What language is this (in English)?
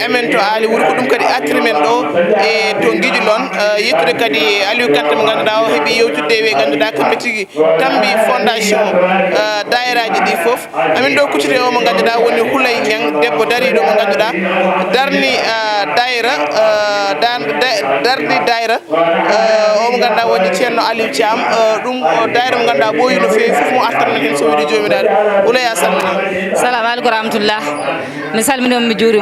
Fula